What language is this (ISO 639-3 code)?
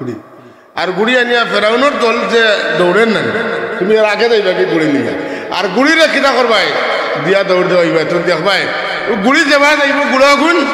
syl